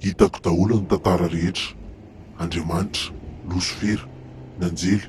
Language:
Malagasy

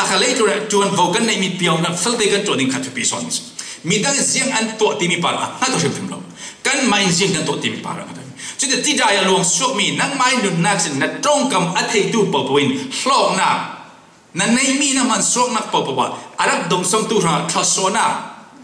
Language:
Falam Chin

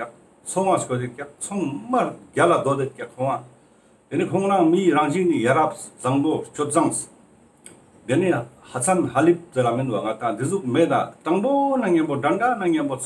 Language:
Ladakhi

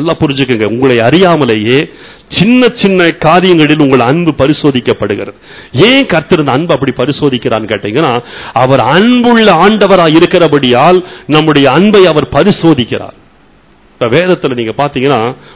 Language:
Tamil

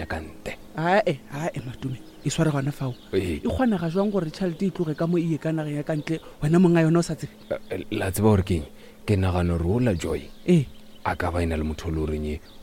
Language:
Northern Sotho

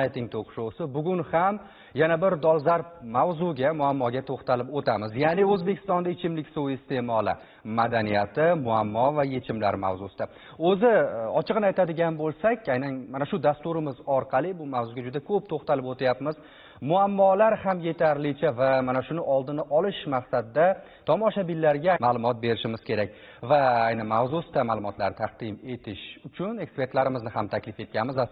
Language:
Uzbek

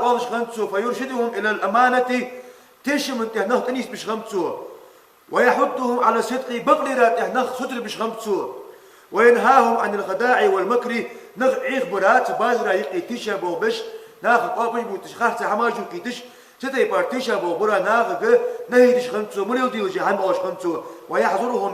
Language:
Ingush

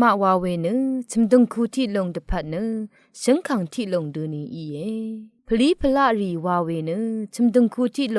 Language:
Rawang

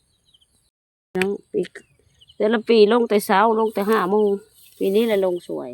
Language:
Lao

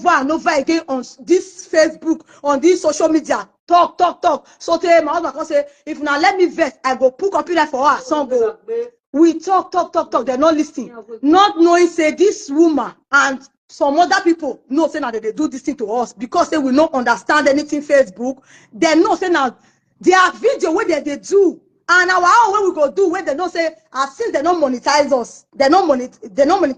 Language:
Nigerian Pidgin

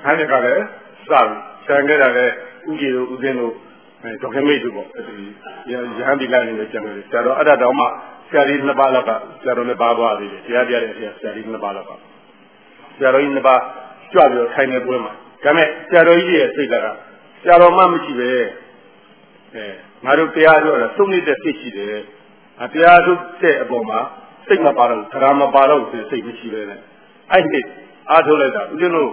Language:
Burmese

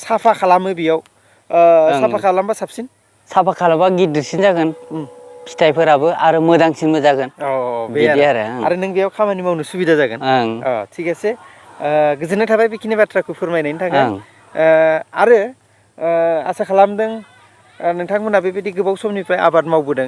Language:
Bodo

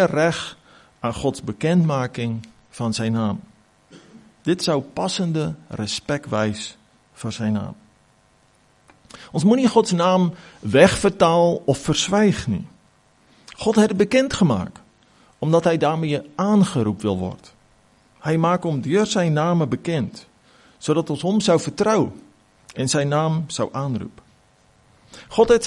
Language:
Afrikaans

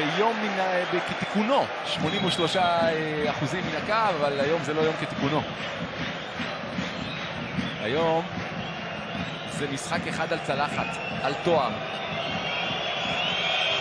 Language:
Hebrew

